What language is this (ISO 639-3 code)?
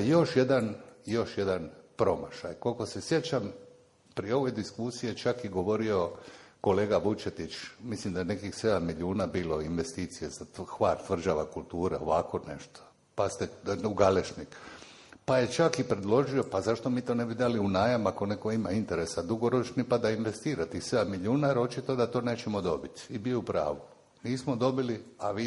hrv